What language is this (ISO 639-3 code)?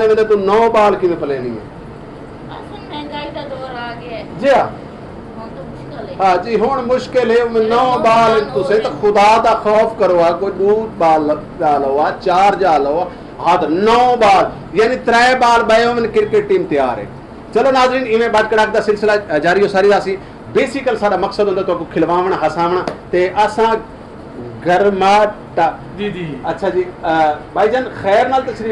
skr